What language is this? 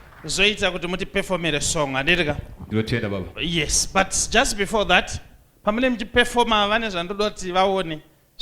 Shona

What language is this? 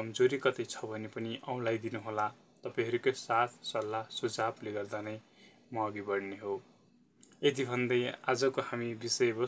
Nepali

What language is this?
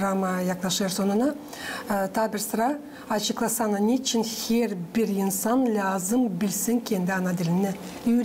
Gagauz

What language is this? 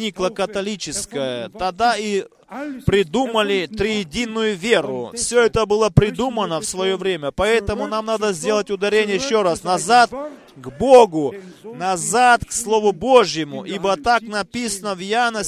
Russian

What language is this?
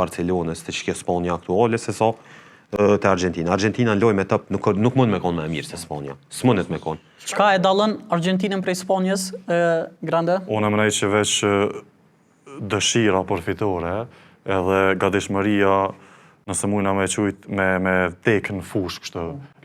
Albanian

